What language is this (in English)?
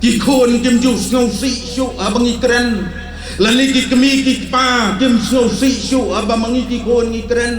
Khasi